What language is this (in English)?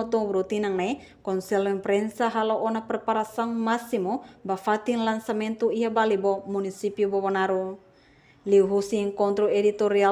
Tetum